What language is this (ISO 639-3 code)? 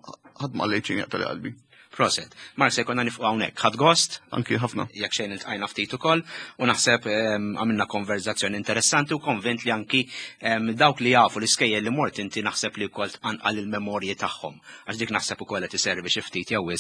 mlt